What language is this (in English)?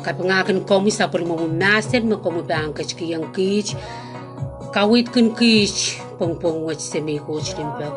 Pohnpeian